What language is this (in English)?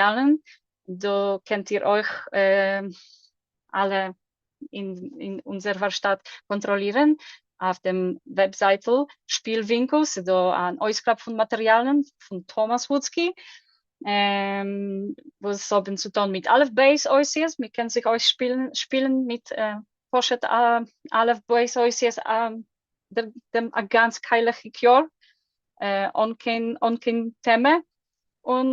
Yiddish